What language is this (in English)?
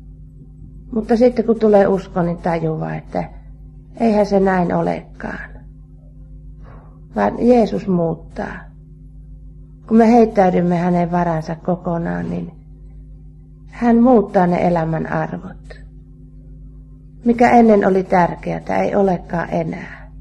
Finnish